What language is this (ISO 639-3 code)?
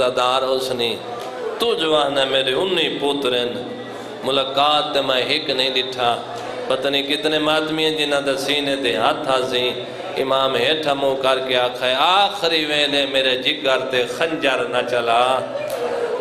skr